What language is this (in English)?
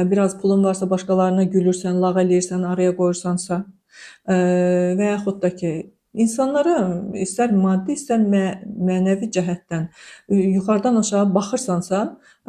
Azerbaijani